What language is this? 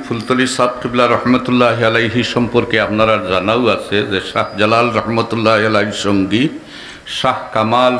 Sylheti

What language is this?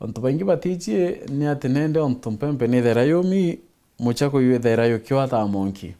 Meru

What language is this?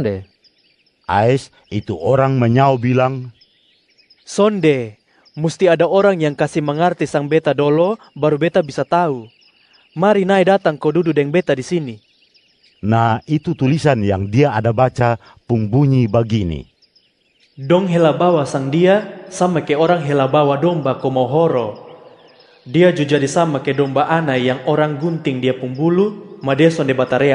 Kupang Malay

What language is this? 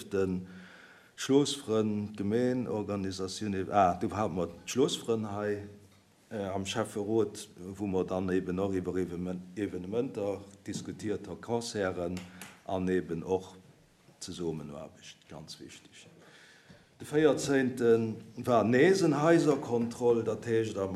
Luxembourgish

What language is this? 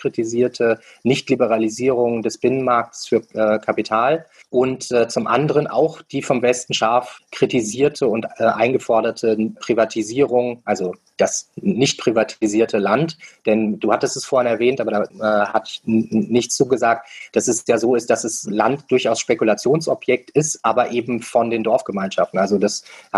German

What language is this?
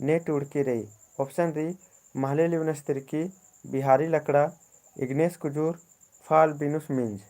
Kurukh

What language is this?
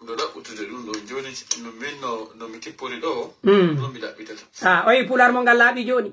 Pular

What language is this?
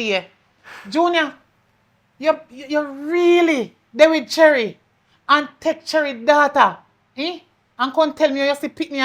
Jamaican Creole English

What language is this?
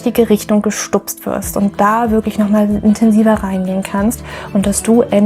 German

